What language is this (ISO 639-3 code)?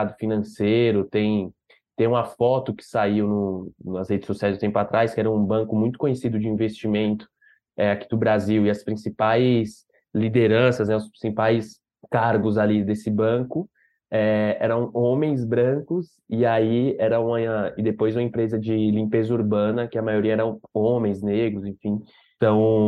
por